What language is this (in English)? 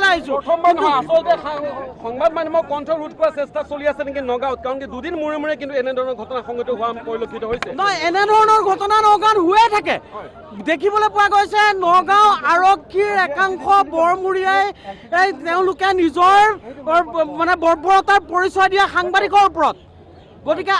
Assamese